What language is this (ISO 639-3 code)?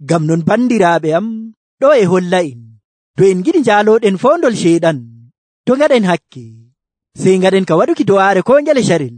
fuv